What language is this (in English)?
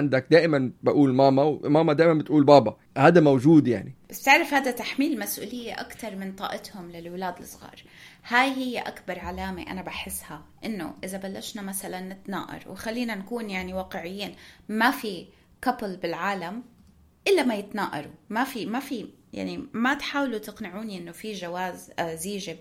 North Levantine Arabic